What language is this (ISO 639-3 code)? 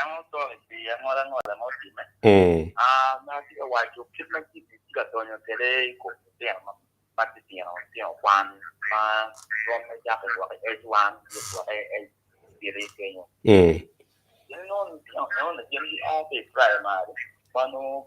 ach